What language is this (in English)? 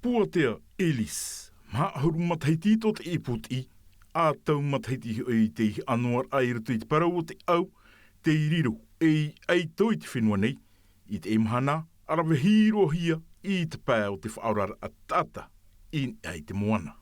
Tahitian